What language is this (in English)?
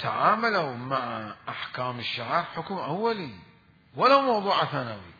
Mesopotamian Arabic